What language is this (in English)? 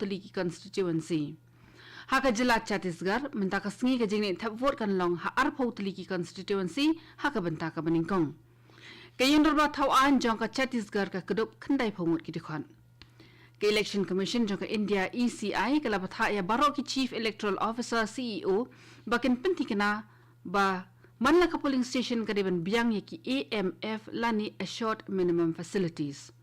Khasi